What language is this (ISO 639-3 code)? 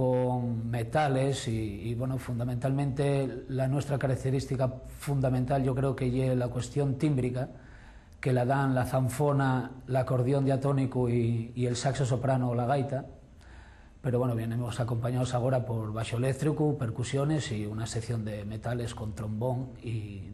ast